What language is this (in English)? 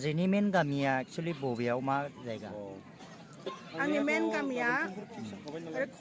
Bodo